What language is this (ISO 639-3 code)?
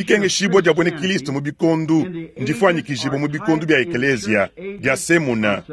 lua